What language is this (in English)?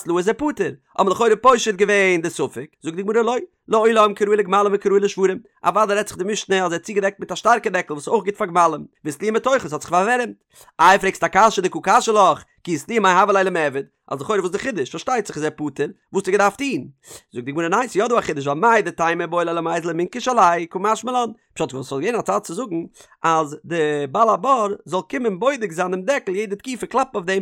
Yiddish